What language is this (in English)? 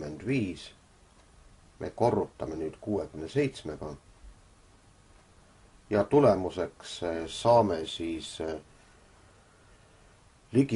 Estonian